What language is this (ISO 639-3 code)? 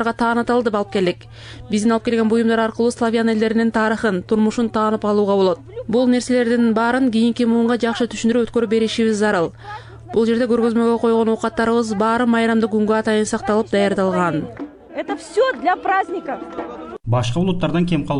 kir